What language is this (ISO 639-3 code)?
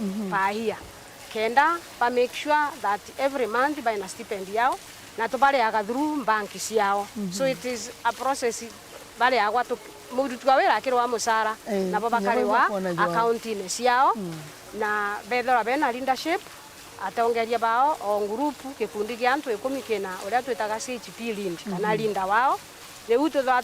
mer